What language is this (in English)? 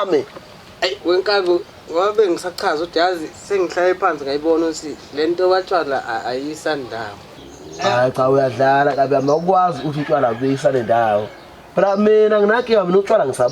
Zulu